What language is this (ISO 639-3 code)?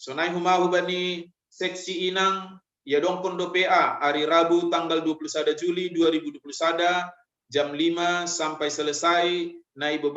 bts